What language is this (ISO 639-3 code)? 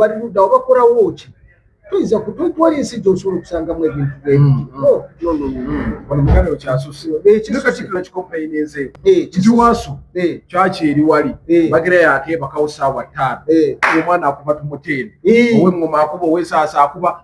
lug